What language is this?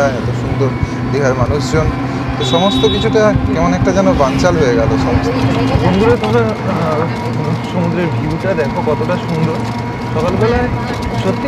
Bangla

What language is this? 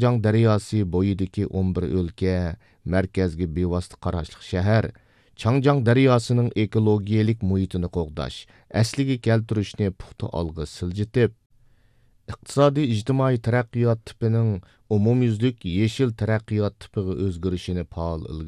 Uyghur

